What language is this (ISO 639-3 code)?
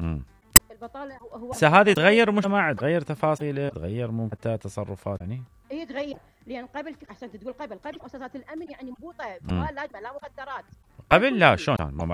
acm